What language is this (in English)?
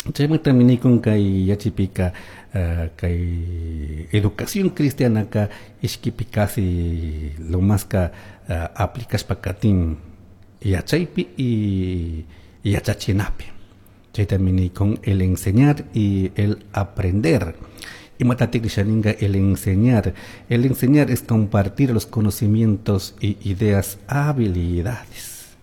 Chimborazo Highland Quichua